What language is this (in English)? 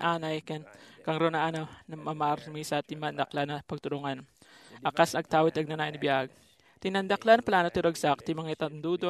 Iloko